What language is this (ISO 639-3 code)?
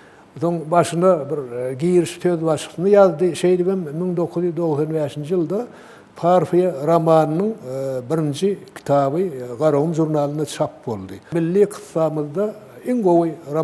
tuk